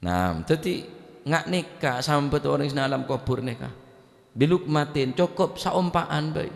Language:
Madurese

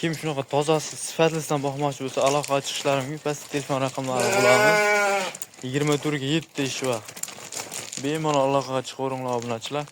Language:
Uzbek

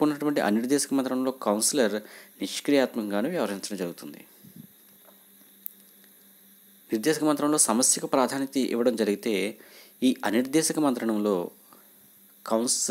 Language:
Telugu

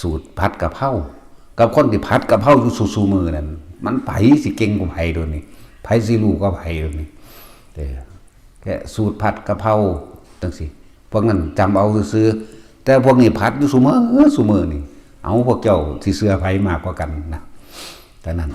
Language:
Northeastern Thai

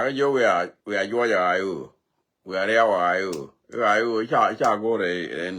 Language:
Nuer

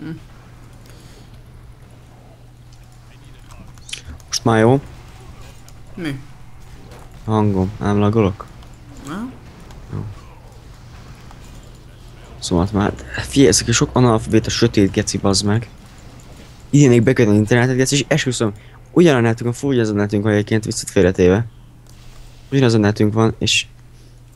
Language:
Hungarian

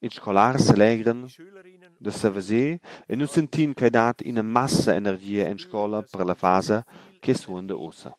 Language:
Romansh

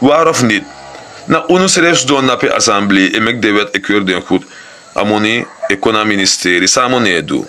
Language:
Sranan Tongo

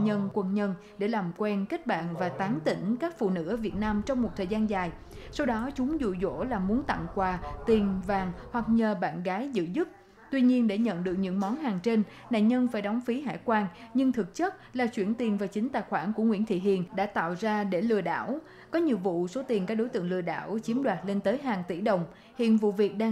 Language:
Vietnamese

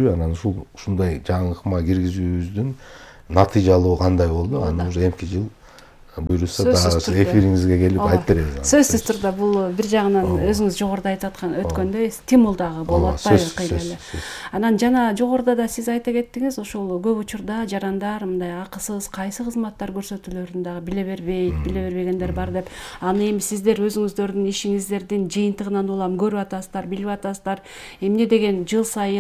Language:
Kyrgyz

